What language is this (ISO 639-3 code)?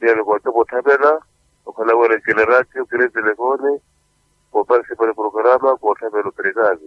vmw